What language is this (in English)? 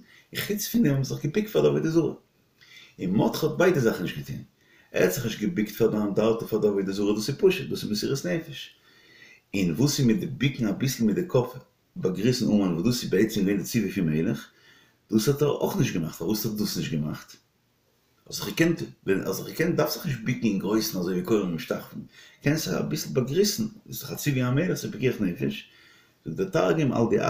Yiddish